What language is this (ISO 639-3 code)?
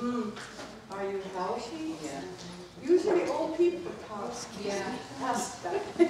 moh